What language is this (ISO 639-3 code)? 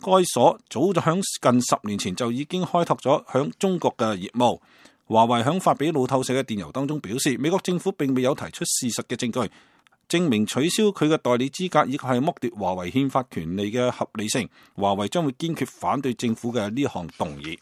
yue